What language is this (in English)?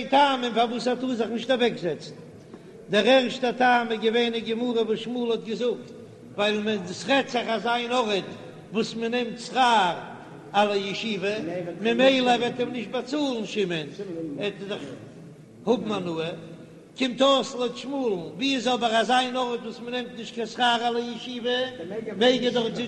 Yiddish